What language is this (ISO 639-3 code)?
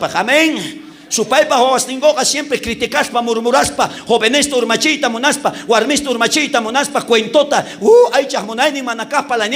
quh